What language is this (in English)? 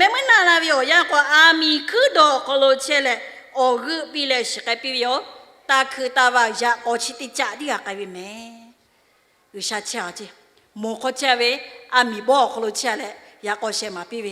Lahu